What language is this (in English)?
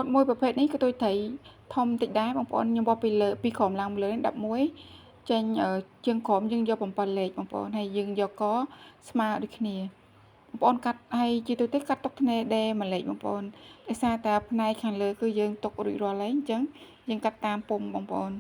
Khmer